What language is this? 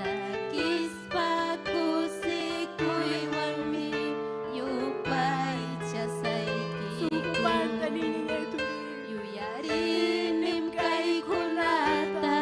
Ayacucho Quechua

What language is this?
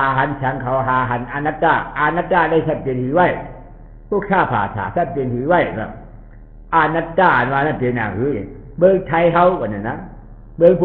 Shan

